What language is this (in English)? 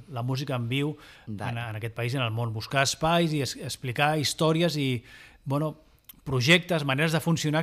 Catalan